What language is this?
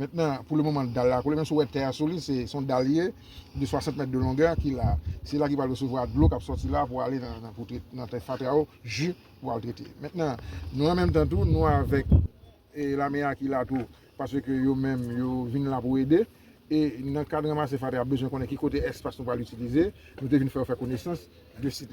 Haitian Creole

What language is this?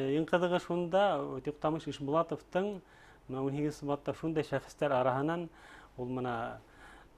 Bashkir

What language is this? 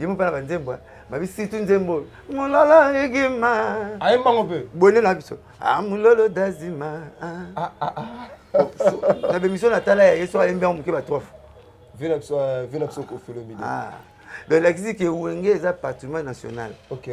Lingala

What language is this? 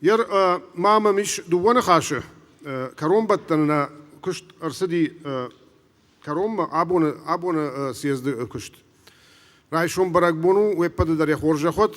Ossetic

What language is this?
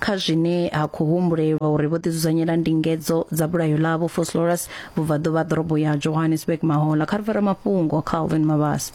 Venda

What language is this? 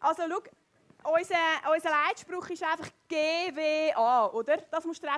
Swiss German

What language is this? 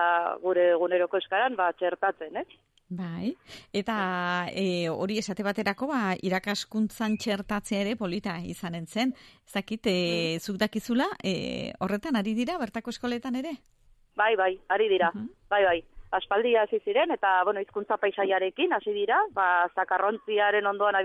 Basque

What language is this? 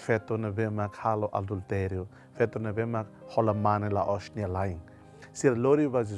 Tetum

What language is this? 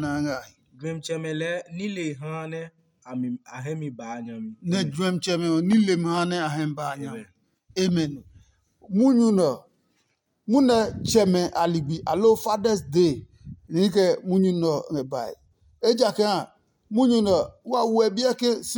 Adangme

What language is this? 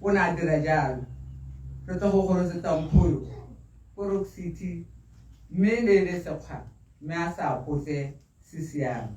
Tswana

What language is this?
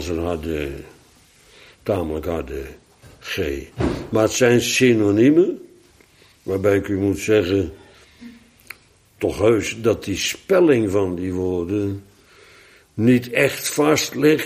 Dutch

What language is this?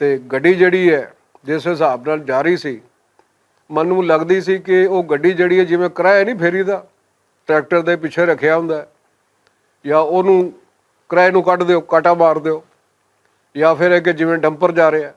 Western Panjabi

